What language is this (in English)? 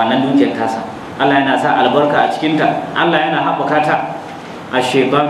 Hausa